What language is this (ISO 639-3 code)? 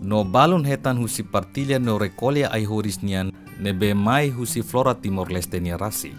tet